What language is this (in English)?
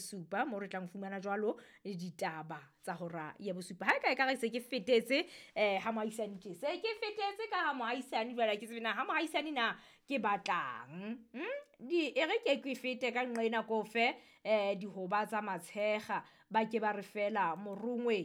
Southern Sotho